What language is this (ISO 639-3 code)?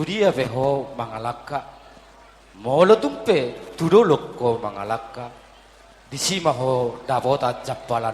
bbc